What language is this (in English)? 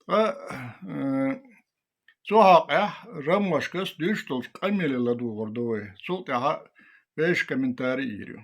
Chechen